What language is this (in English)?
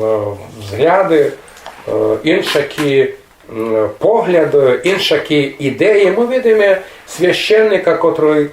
Rusyn